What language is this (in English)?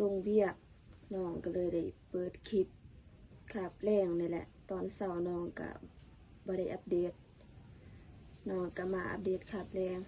Lao